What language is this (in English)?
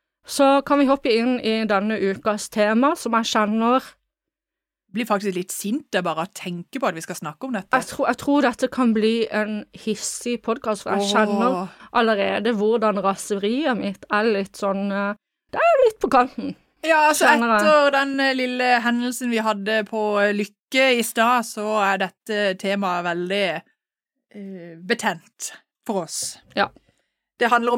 Norwegian